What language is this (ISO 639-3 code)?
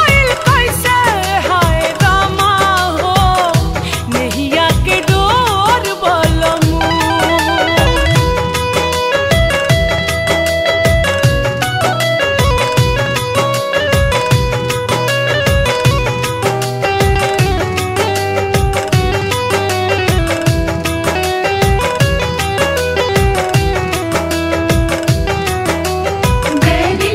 bho